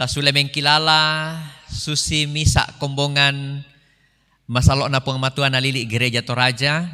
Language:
Toraja-Sa'dan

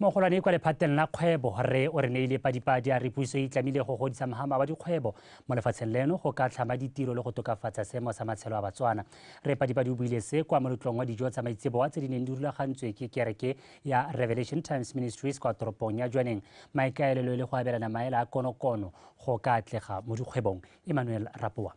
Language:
Tswana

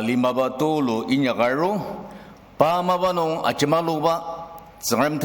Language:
Ao Naga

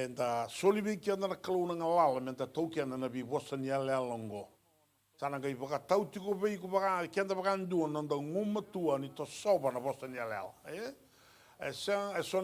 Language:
Fijian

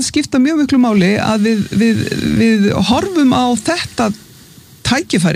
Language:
Icelandic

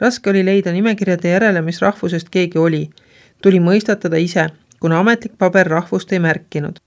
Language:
Estonian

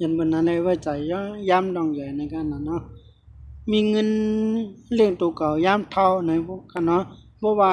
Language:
Shan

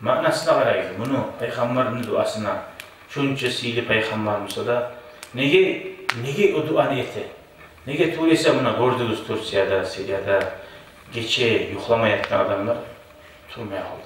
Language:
Kumyk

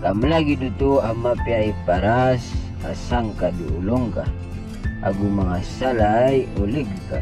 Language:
Maranao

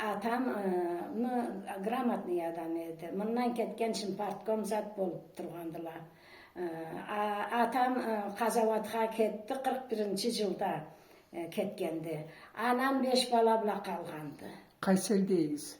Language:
Karachay-Balkar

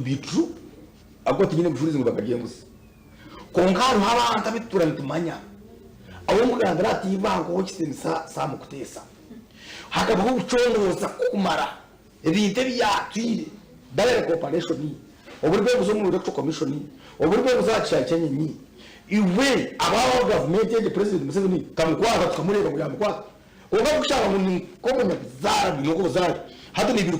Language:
Nyankole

